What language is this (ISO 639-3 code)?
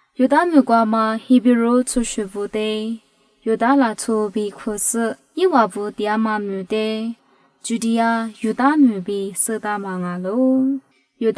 lis